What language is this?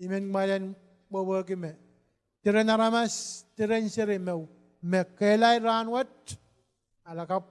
Pohnpeian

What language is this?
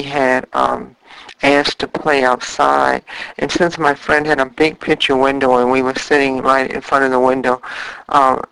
English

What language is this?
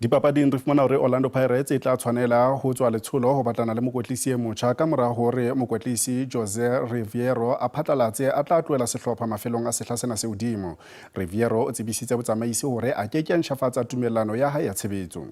Southern Sotho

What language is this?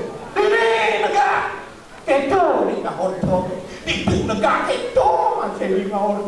Balinese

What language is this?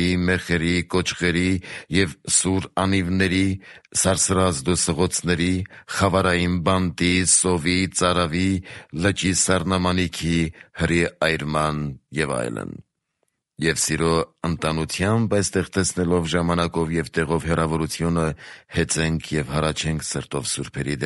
Armenian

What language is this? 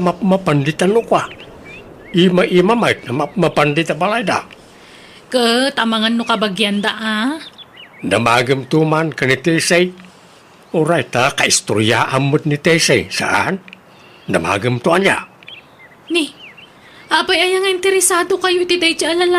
Iloko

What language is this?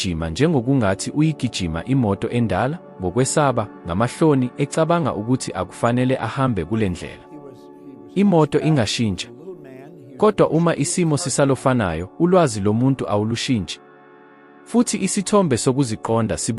Zulu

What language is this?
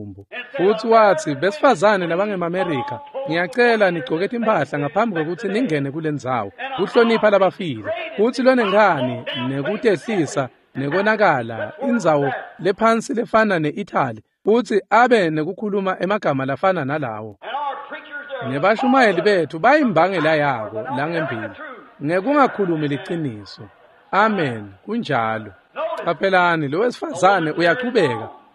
Swati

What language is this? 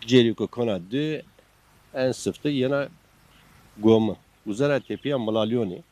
Zaza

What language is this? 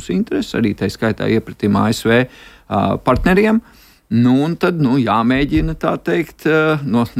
Latvian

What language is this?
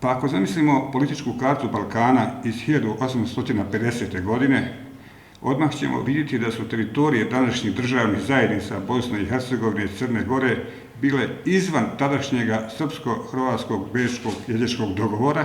Bosnian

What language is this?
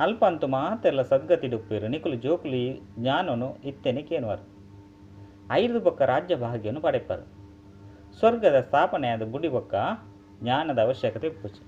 Tulu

